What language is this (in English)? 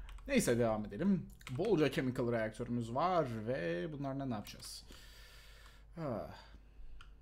Turkish